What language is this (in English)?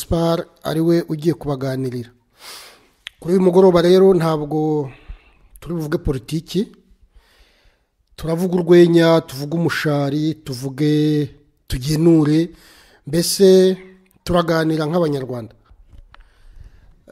Kinyarwanda